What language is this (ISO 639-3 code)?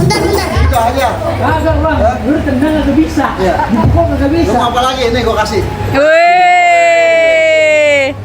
bew